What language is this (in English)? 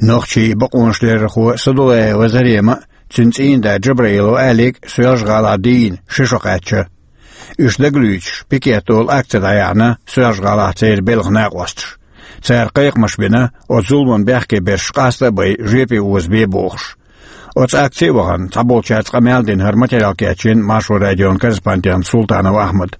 Chechen